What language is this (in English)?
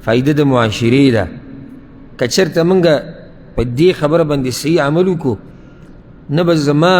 Pashto